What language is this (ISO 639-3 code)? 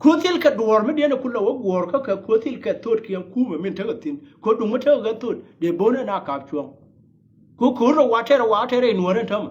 nus